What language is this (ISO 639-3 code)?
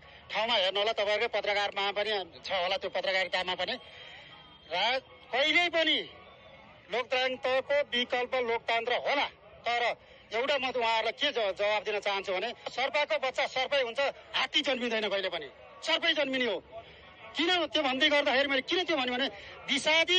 nep